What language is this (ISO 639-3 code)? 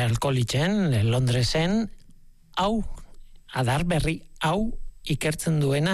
eus